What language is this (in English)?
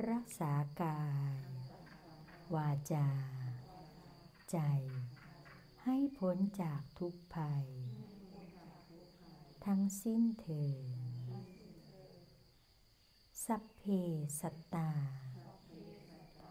Thai